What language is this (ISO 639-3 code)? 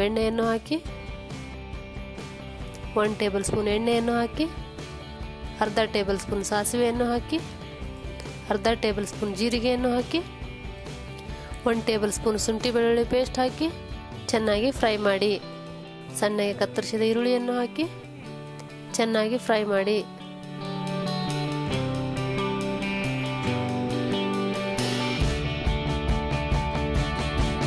kan